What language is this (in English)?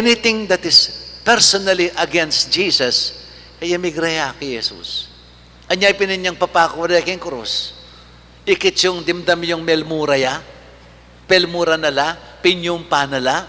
Pampanga